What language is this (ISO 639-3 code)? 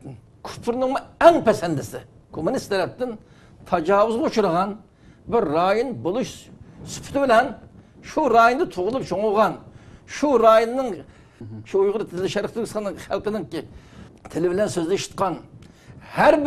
uig